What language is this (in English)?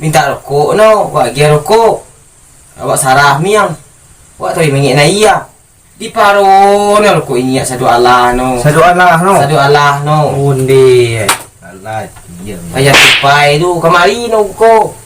Minangkabau